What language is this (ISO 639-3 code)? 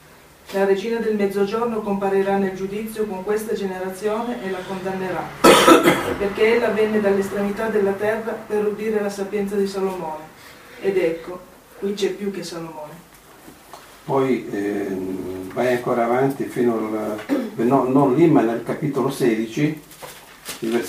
ita